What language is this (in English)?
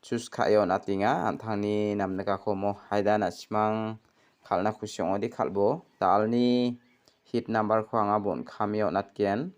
Garo